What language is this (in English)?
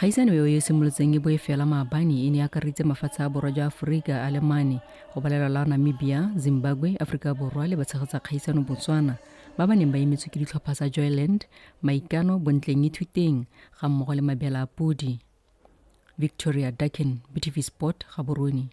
Tswana